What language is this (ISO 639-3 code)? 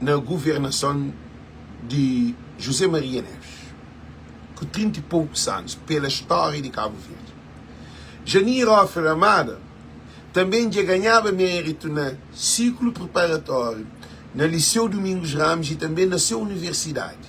kea